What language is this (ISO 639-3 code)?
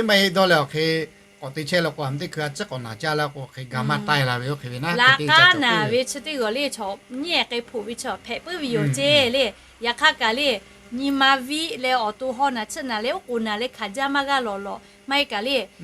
lhu